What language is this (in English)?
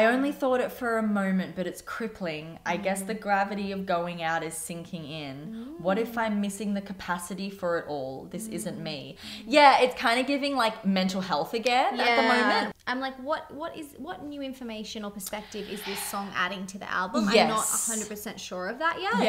English